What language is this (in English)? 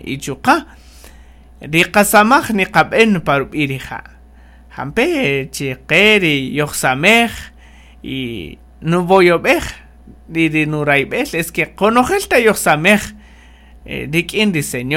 Kaqchikel